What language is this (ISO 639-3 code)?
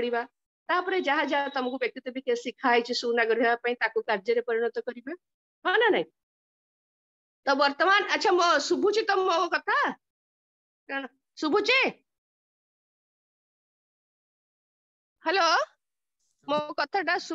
ori